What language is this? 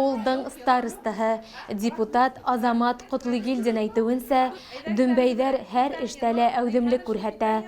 Bashkir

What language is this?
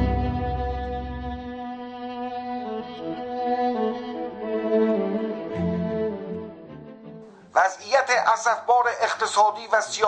Persian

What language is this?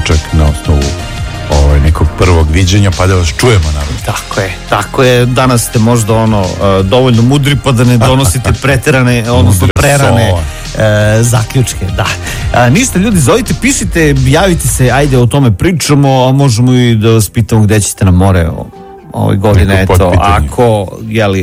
Serbian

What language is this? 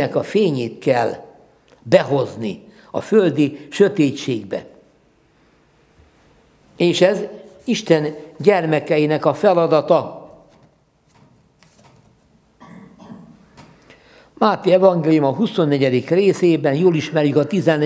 Hungarian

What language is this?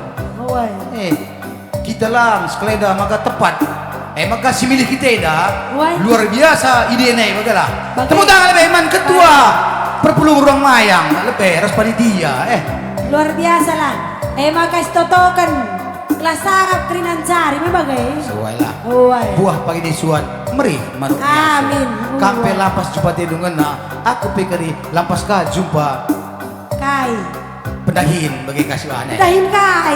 Batak Karo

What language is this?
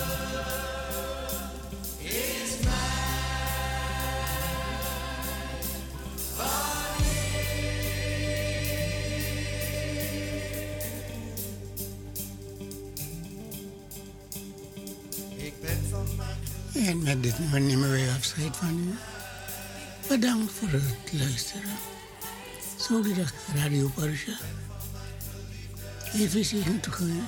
Dutch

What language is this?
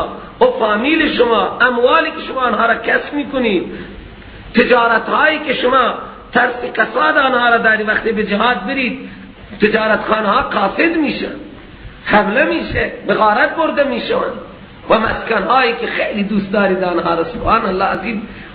Persian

